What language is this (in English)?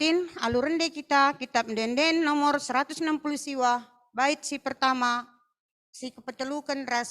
Batak Karo